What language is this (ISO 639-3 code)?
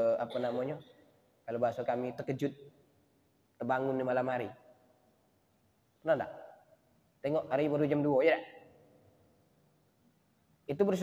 msa